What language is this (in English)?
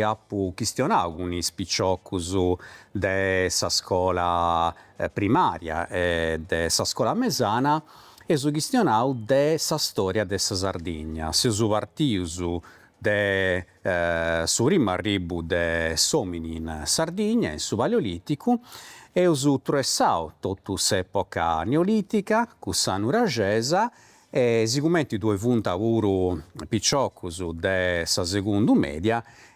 Sardinian